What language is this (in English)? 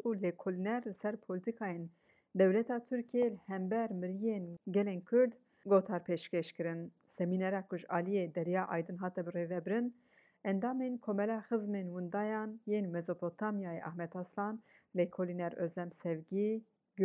Kurdish